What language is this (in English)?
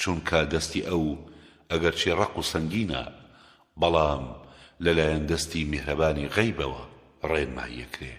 Central Kurdish